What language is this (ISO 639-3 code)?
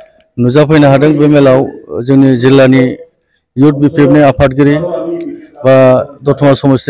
brx